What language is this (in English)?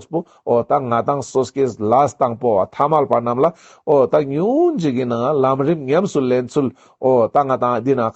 Ladakhi